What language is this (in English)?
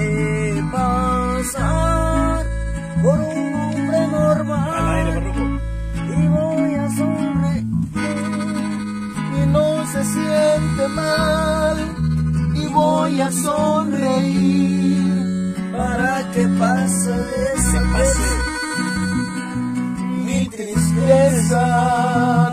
Spanish